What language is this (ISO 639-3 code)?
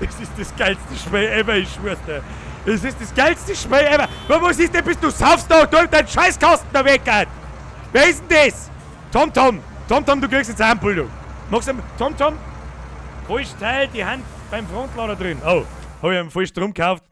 bar